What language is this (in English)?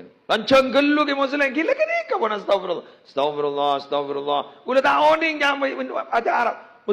Madurese